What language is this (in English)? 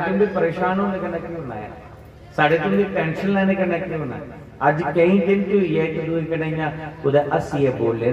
Dogri